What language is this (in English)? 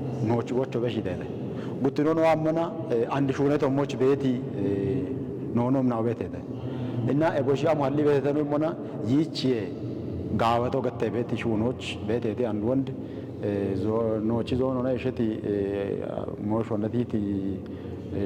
Kafa